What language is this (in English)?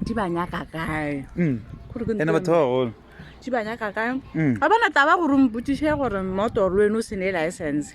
Northern Sotho